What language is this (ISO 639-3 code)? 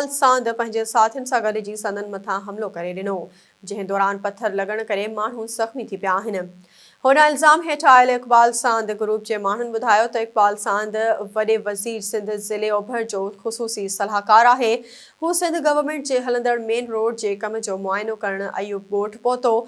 snd